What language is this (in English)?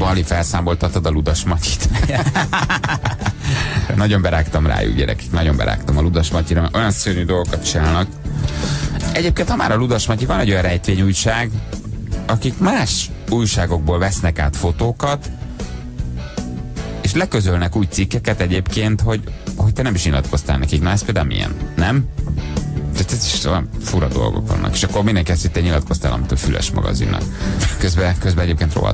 Hungarian